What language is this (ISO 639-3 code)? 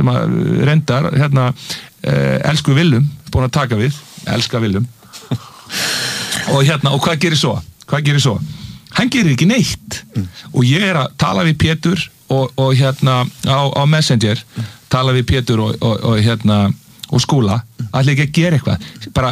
isl